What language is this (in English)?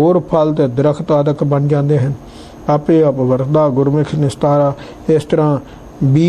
Punjabi